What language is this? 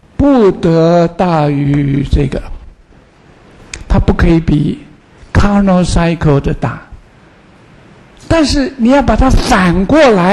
Chinese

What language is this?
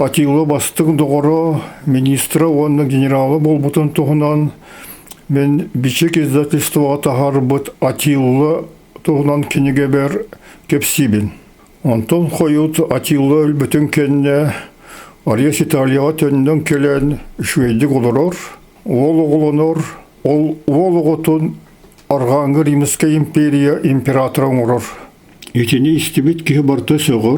Yakut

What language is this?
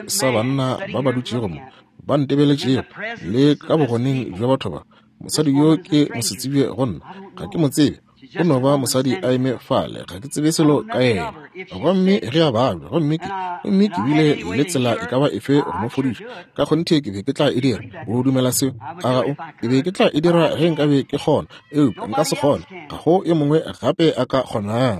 Northern Sotho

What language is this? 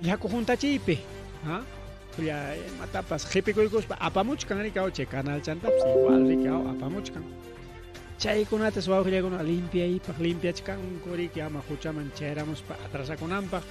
Ayacucho Quechua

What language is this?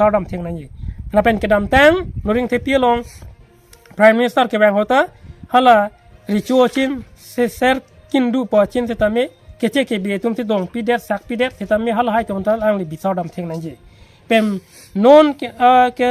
Karbi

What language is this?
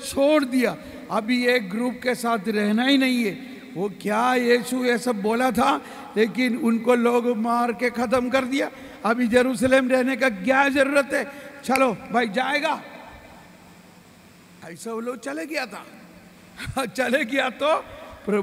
Hindi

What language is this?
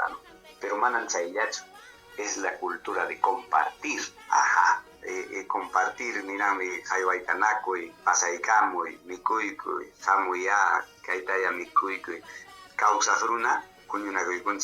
Ayacucho Quechua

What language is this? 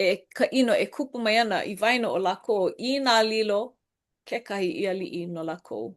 Hawaiian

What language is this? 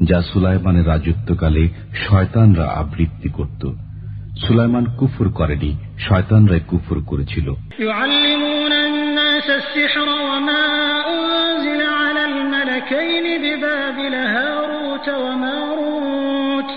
Bangla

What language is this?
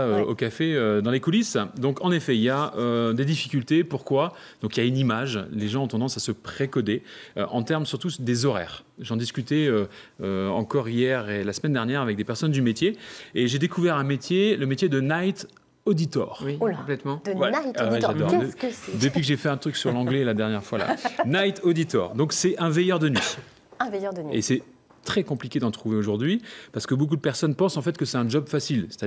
French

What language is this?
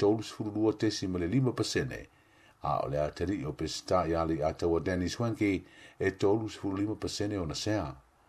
Samoan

